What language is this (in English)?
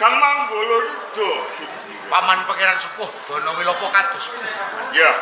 Javanese